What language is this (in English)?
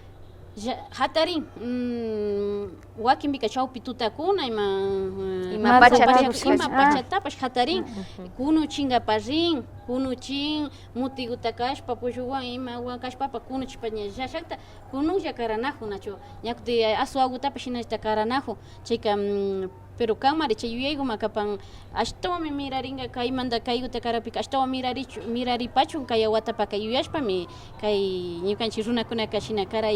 Imbabura Highland Quichua